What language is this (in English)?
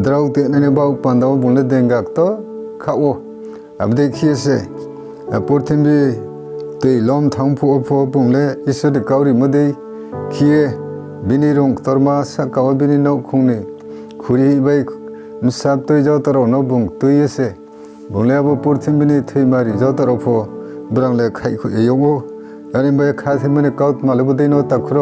Riang (India)